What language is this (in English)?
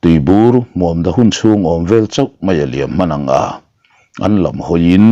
Mizo